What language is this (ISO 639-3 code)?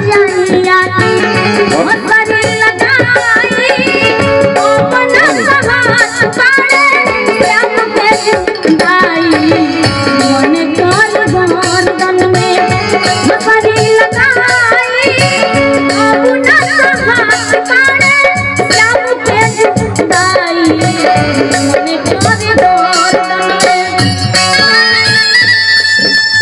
bho